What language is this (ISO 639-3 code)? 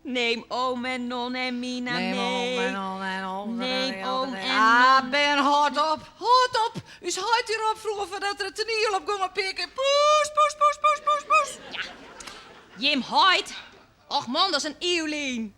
fry